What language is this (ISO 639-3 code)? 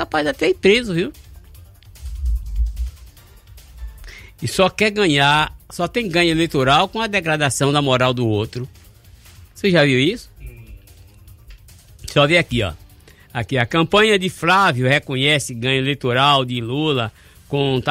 por